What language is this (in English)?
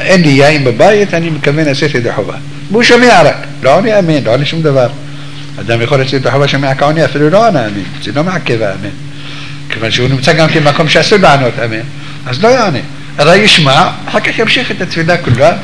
Hebrew